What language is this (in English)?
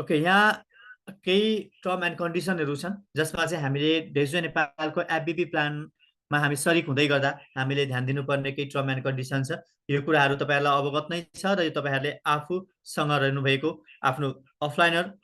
Nepali